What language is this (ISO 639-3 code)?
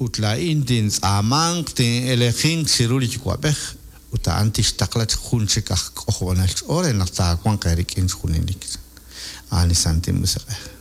kek